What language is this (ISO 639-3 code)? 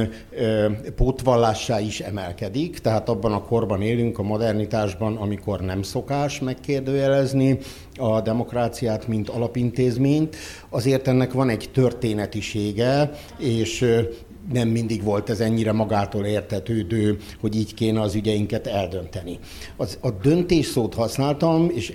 hun